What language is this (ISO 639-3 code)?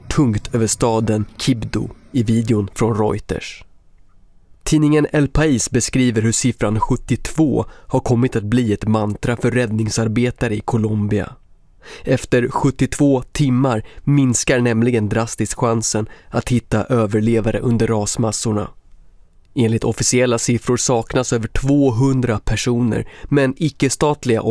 swe